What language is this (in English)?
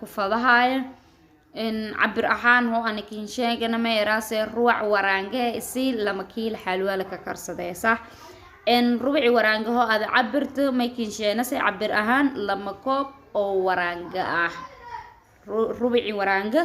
Somali